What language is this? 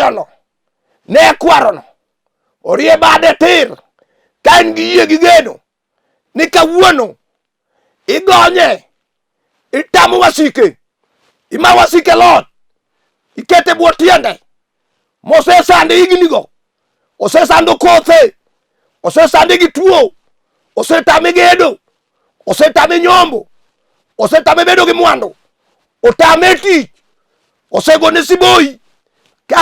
Luo (Kenya and Tanzania)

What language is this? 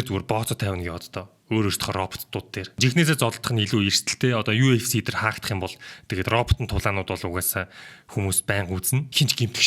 Mongolian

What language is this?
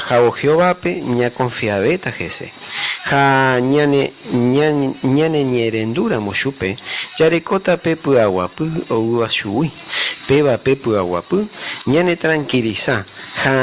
Guarani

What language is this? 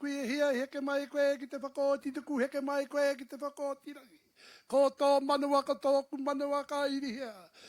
Māori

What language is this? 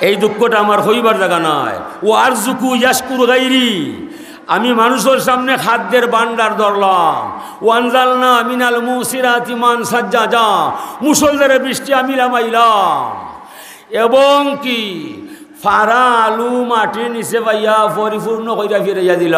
Sylheti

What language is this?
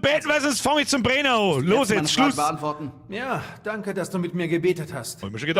Bavarian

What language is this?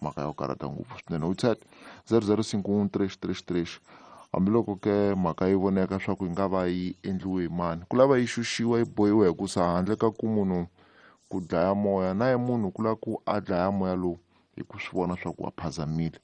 Tsonga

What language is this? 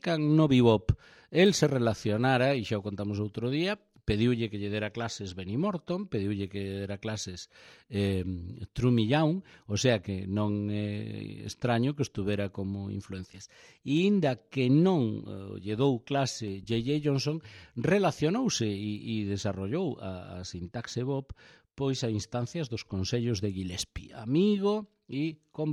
Galician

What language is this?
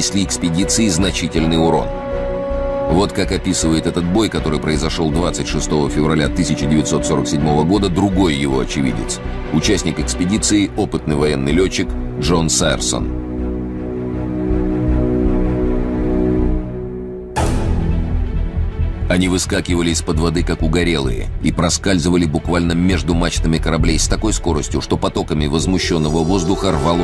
Russian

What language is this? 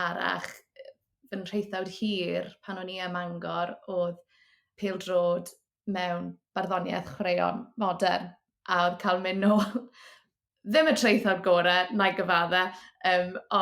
Welsh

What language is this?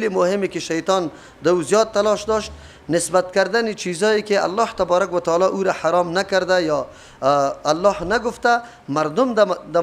Persian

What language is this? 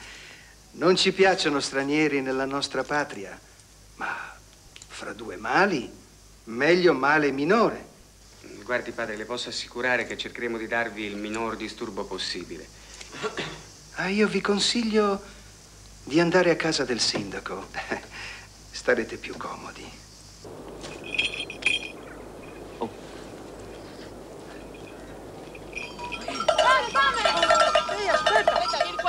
Italian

